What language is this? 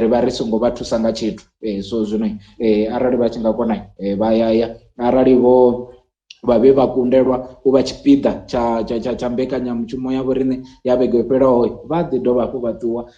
Venda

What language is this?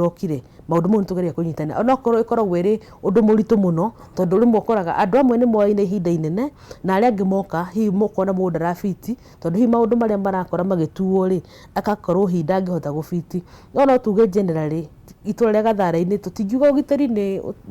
Kikuyu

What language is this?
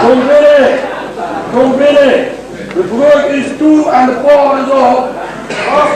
Limburgish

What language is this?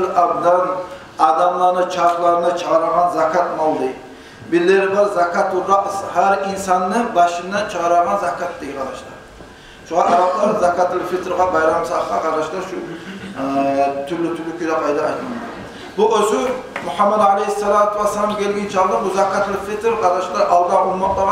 Kumyk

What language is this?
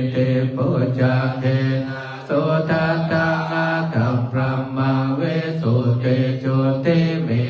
Pali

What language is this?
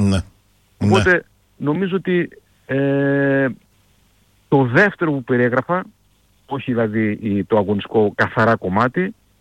Greek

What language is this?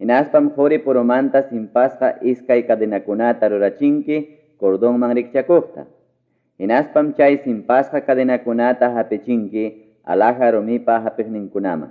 Ayacucho Quechua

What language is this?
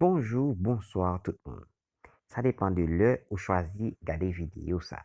Haitian Creole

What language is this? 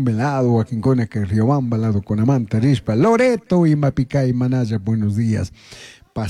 Chimborazo Highland Quichua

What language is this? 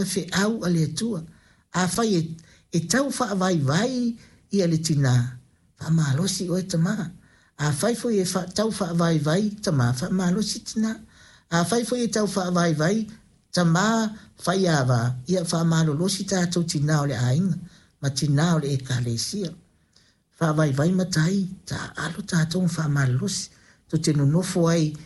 Samoan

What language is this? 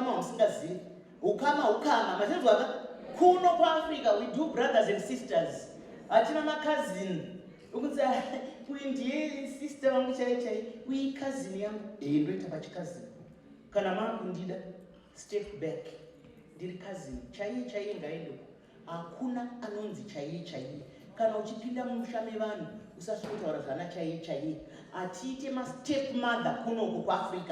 Shona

